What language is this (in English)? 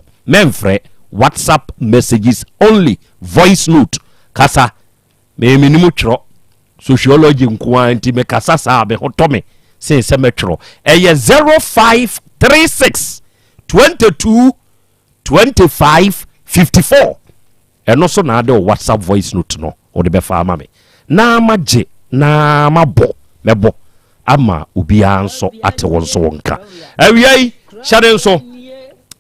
Akan